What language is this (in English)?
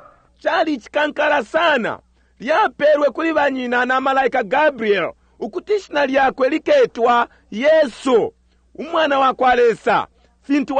Bemba